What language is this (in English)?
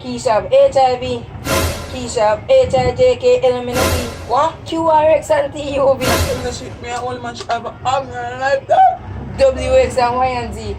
Jamaican Creole English